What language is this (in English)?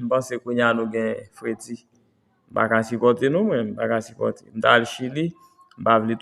Haitian Creole